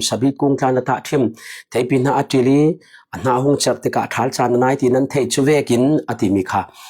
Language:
Falam Chin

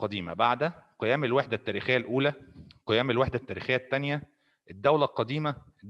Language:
Egyptian Arabic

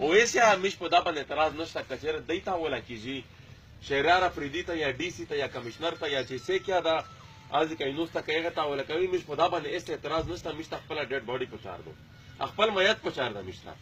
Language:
Pashto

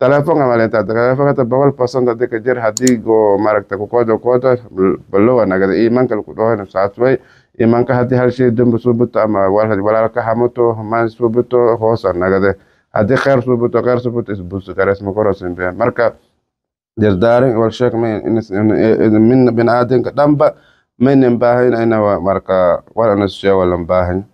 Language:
Somali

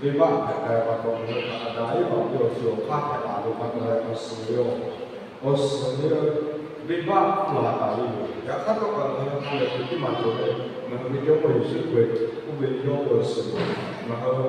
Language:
Lahu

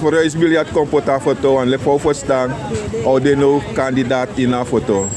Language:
Sranan Tongo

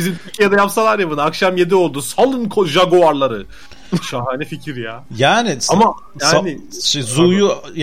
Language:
Turkish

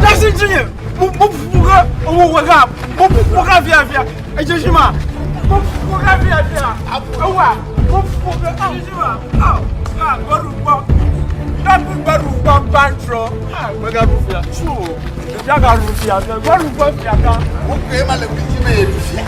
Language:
Ewe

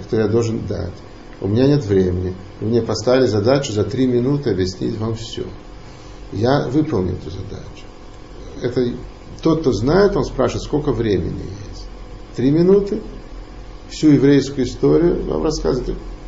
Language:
Russian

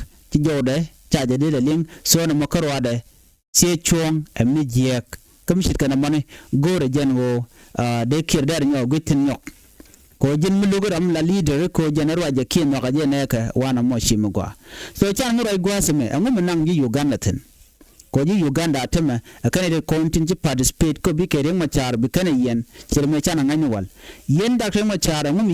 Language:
Nuer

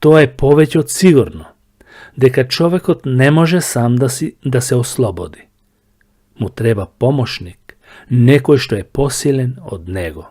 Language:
Macedonian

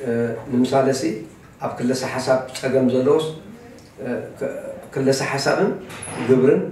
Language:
Tigrinya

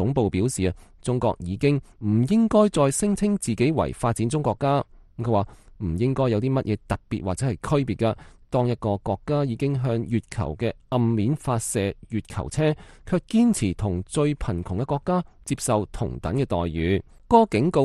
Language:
Cantonese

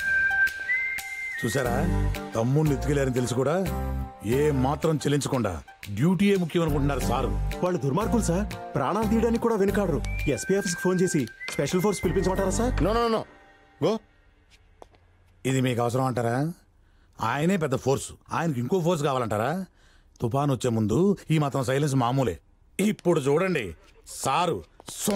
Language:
Telugu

